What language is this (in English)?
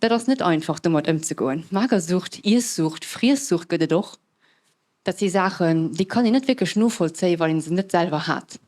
Luxembourgish